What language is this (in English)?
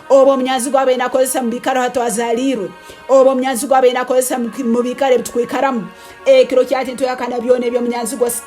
Nyoro